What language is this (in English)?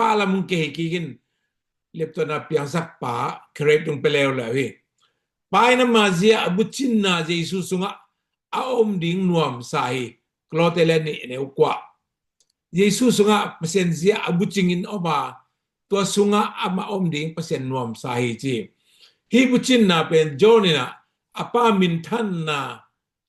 Tedim Chin